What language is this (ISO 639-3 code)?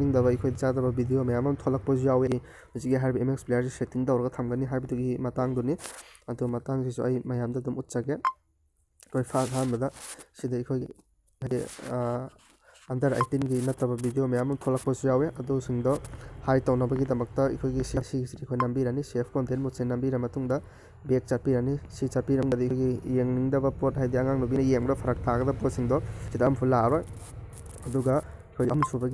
mni